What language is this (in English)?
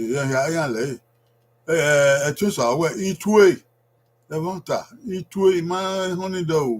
Bini